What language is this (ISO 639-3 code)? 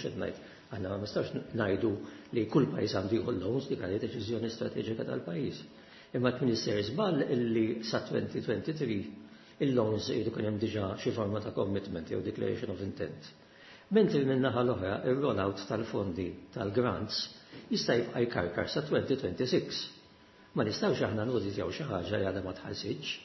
mlt